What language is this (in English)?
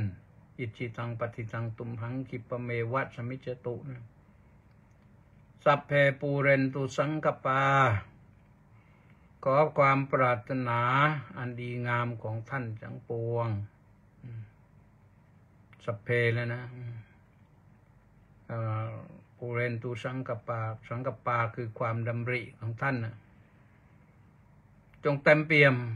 Thai